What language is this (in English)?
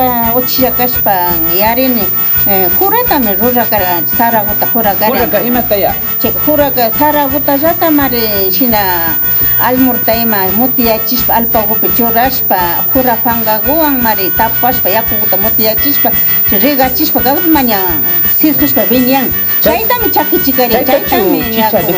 Imbabura Highland Quichua